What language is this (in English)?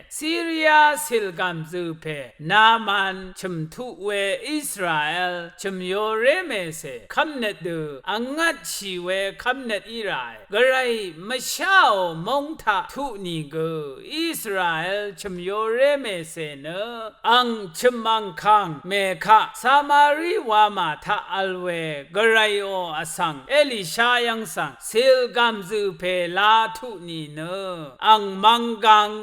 Rawang